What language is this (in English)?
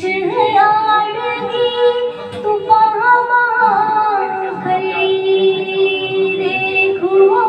Gujari